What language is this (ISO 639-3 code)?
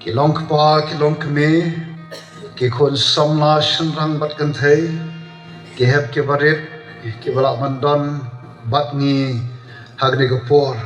kha